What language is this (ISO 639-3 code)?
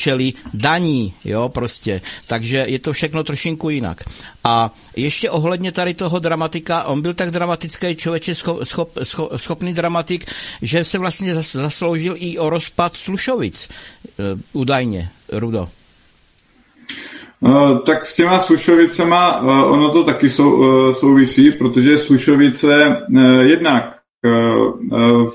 ces